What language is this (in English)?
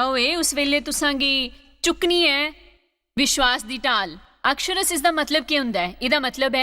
Dogri